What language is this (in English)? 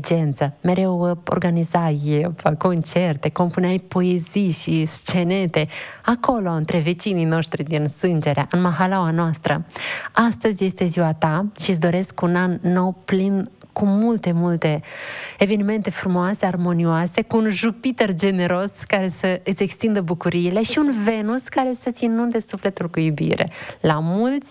Romanian